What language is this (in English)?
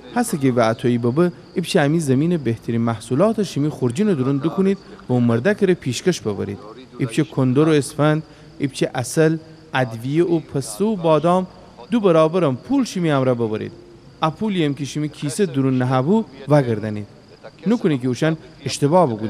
Gilaki